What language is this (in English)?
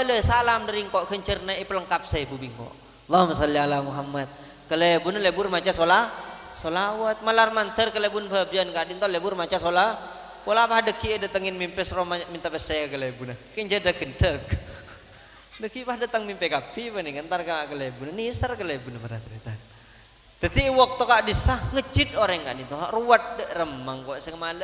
Madurese